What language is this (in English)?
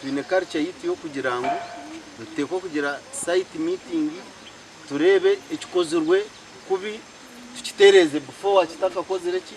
Nyankole